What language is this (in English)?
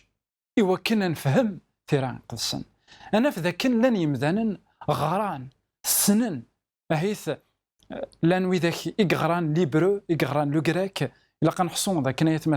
Kabyle